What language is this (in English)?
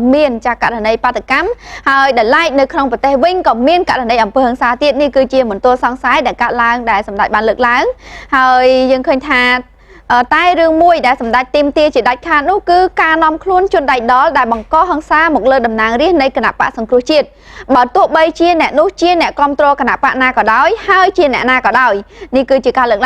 Khmer